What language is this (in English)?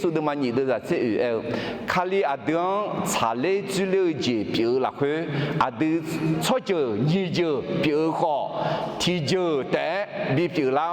Akha